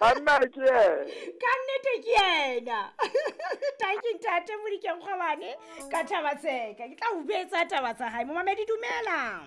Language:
Southern Sotho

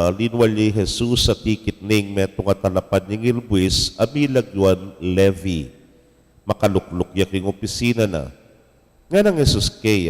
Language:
Pampanga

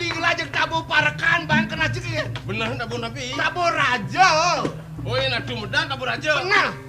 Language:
Balinese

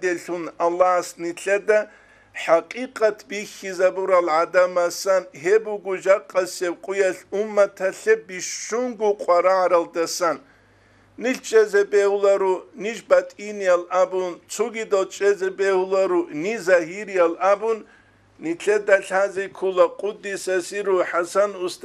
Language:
Avaric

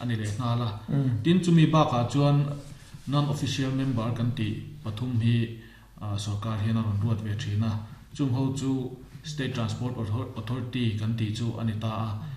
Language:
Mizo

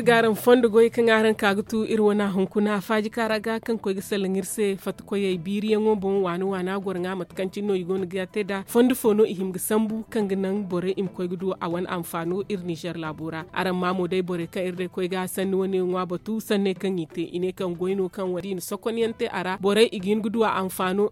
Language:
Zarma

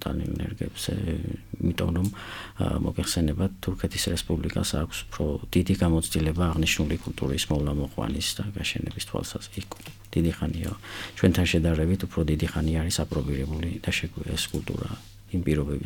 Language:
Georgian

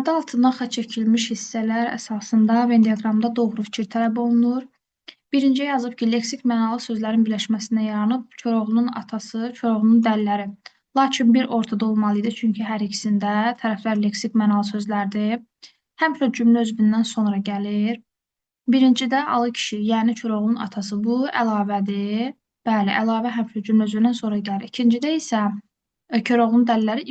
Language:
Azerbaijani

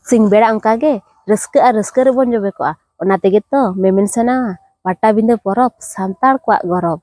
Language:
Santali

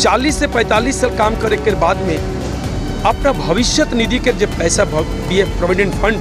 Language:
Sadri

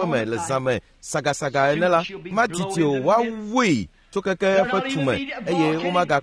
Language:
Ewe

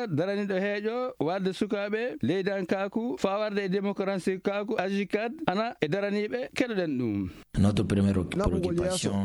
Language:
Fula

